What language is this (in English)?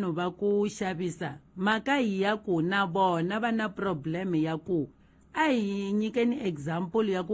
Tsonga